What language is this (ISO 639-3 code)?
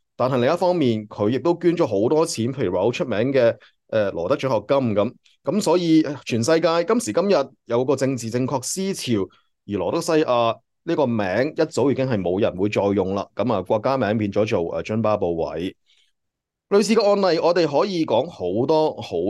yue